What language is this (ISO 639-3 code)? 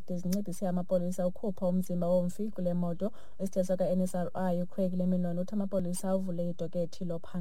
xho